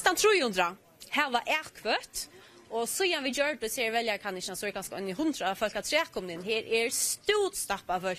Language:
Faroese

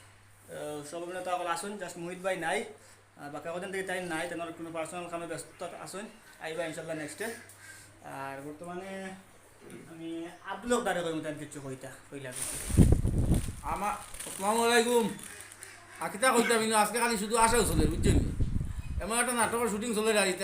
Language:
Sylheti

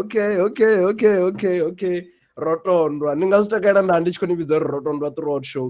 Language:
Venda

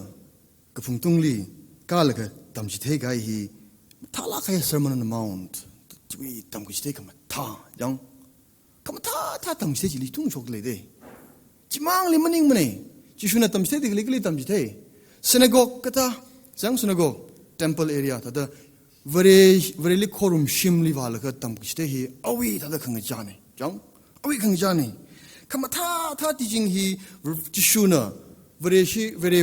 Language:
Tangkhul Naga (India)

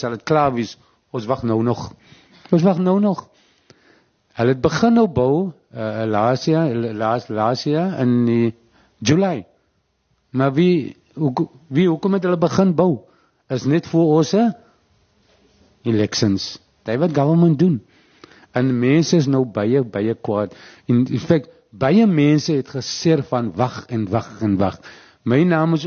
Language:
Afrikaans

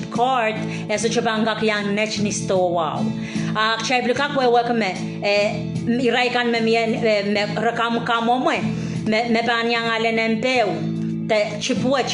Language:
Pohnpeian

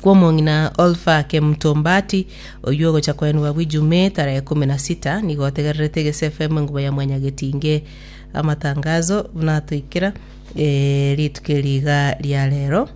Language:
Gusii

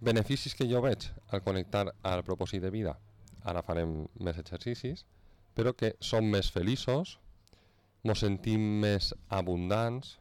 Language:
Catalan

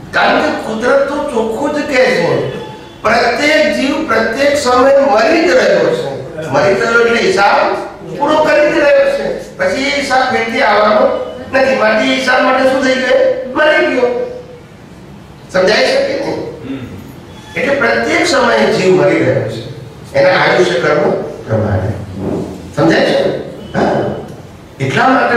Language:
Gujarati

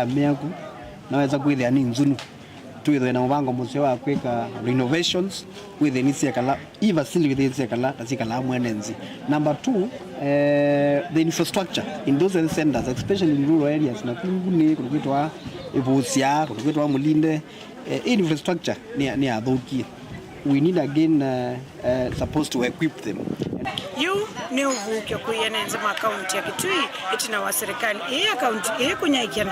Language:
Kamba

